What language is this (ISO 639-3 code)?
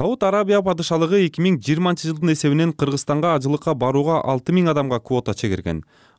kir